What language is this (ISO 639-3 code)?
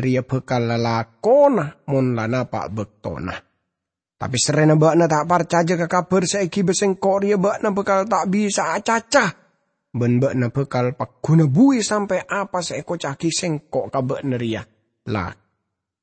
mad